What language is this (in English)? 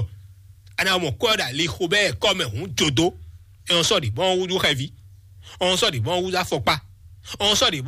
Fon